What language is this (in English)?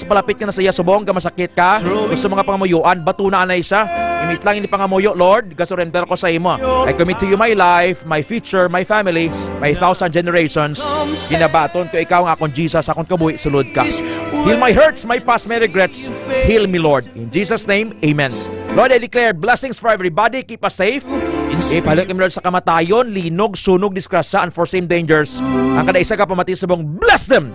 Hiligaynon